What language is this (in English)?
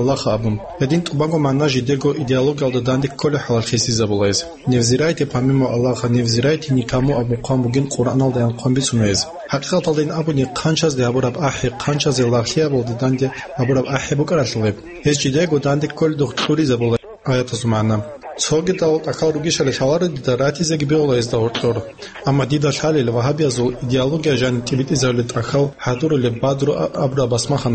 Avaric